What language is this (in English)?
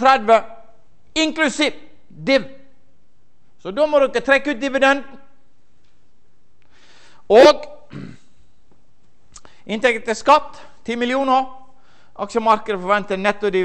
Norwegian